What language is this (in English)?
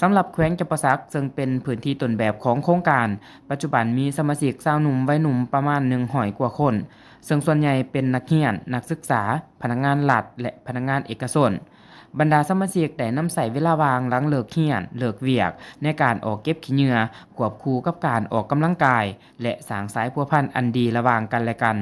Lao